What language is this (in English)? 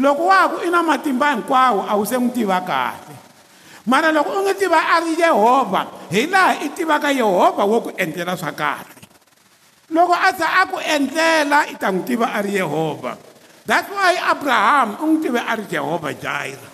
Tsonga